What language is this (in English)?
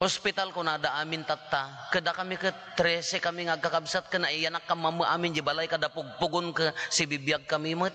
Iloko